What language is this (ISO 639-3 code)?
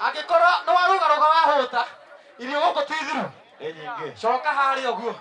kik